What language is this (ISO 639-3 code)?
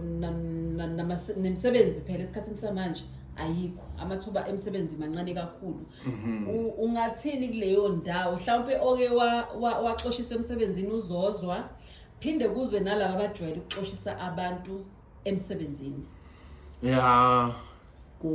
zul